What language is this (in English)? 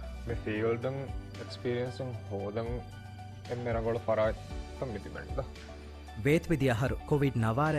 Divehi